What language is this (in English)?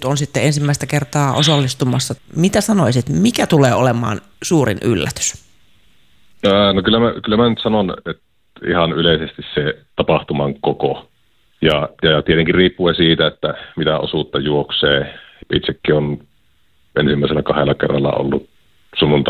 Finnish